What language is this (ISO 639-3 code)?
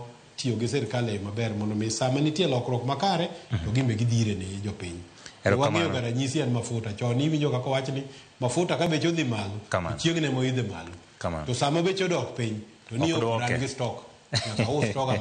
luo